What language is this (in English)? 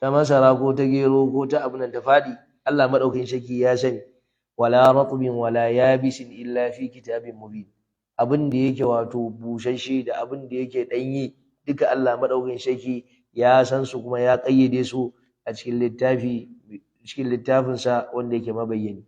Hausa